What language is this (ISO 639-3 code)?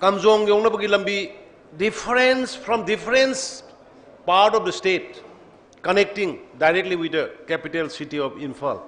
nmf